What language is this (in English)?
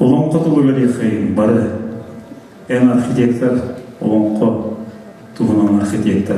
Yakut